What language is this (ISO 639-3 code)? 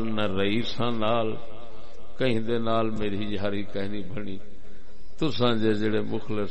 skr